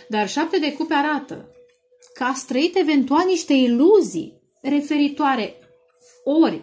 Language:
Romanian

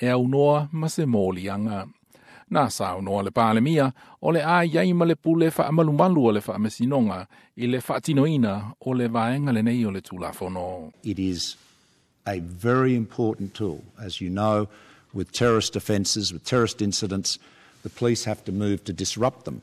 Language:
Samoan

